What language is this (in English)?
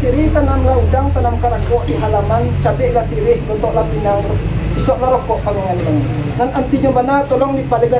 Minangkabau